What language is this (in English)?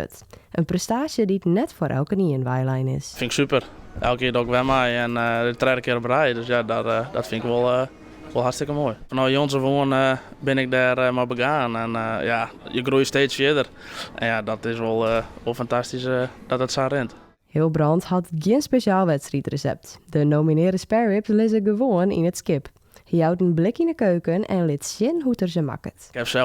Western Frisian